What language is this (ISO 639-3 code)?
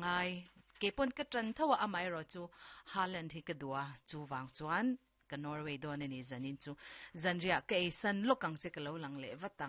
lus